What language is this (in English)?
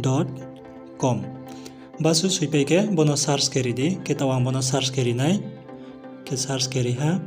Riang (India)